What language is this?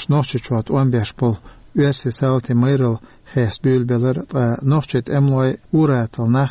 Chechen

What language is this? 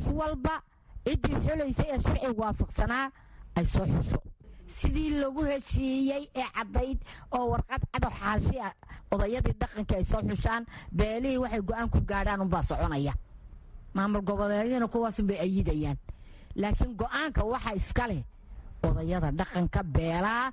Somali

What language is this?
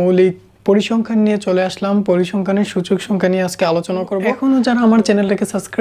Bangla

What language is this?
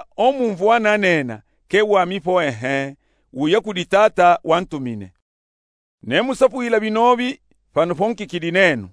Luba-Katanga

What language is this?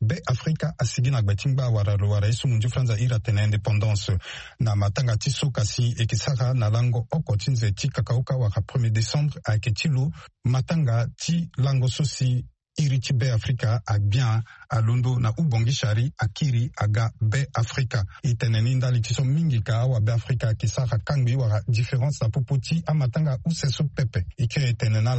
Sango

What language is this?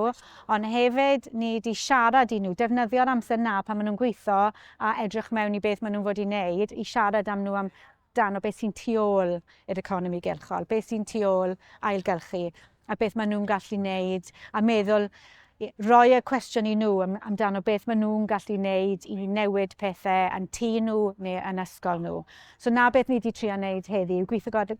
Welsh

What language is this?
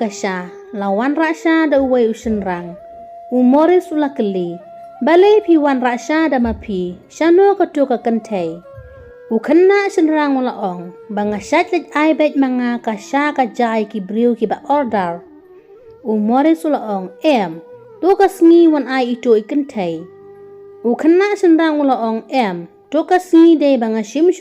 Khasi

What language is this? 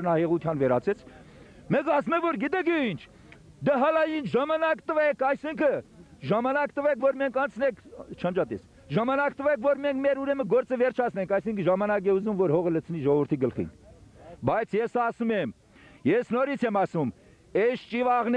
Armenian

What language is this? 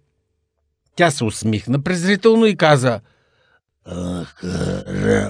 Bulgarian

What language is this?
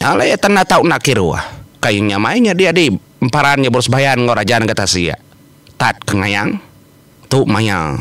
Iban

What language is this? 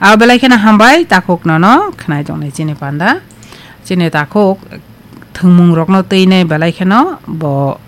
Kok Borok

